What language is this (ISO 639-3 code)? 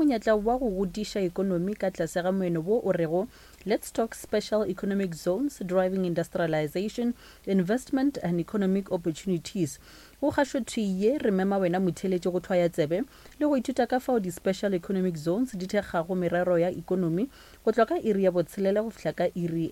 nso